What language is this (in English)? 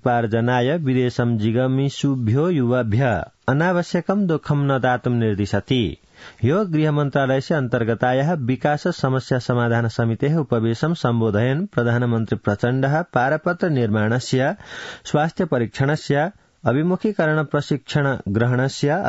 Sanskrit